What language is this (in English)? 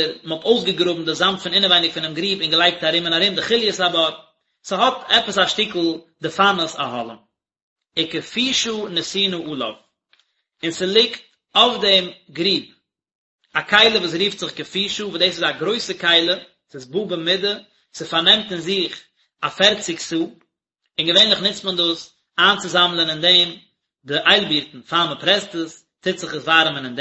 Yiddish